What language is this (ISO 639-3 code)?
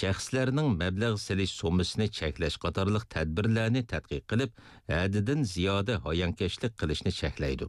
uig